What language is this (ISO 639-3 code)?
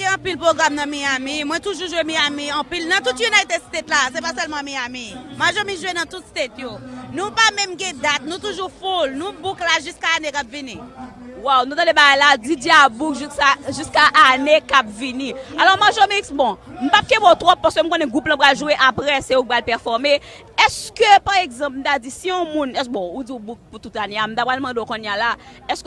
hat